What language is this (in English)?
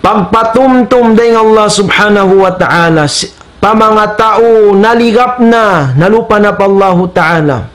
Tausug